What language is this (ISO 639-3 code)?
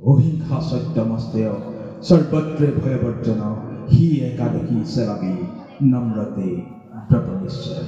asm